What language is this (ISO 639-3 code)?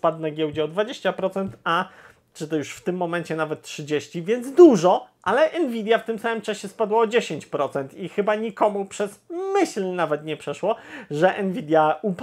pol